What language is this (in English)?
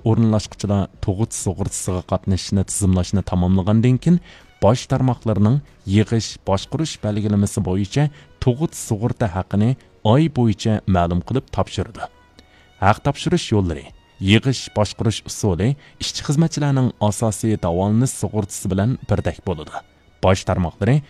Uyghur